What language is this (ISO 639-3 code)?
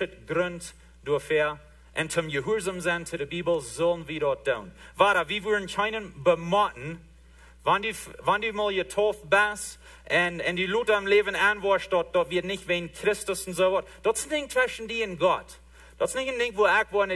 pdt